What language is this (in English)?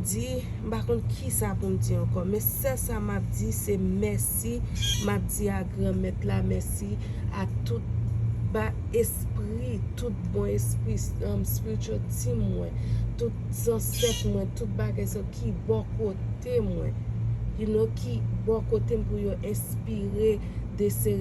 Haitian Creole